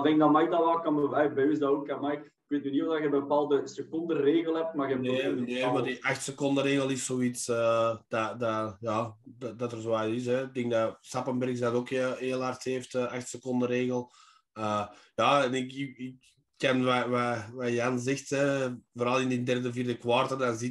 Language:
Dutch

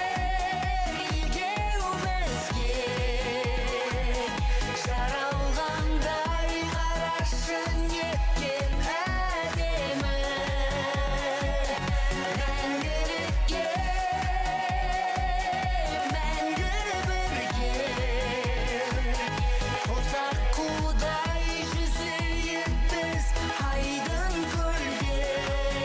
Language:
Kazakh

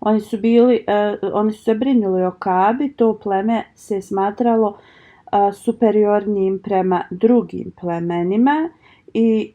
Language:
Bosnian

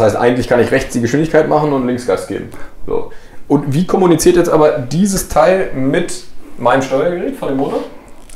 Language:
German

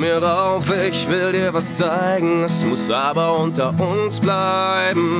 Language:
German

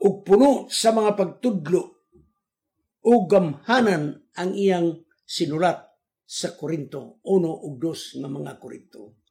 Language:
Cebuano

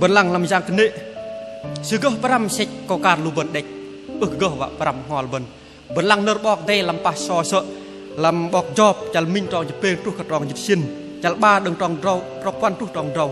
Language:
Bahnar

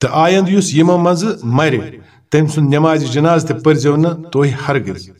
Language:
Kashmiri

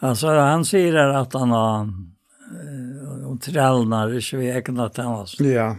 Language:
Faroese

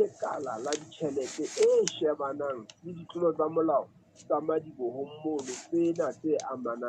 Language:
Southern Sotho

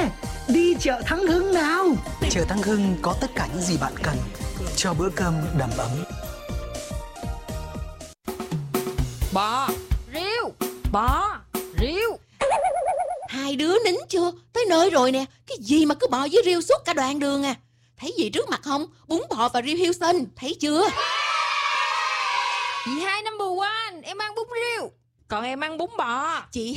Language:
Vietnamese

